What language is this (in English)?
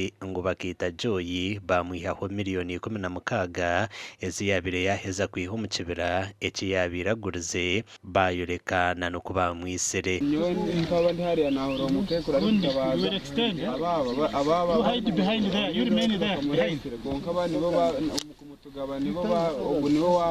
Nyankole